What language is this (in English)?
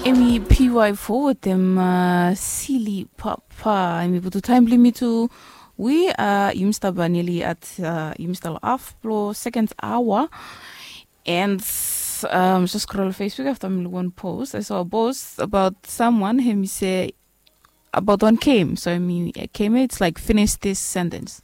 Bislama